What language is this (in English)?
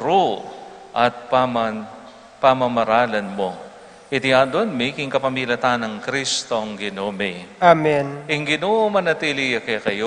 Pampanga